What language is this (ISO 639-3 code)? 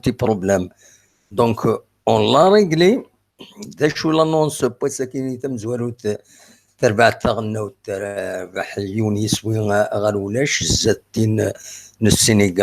kab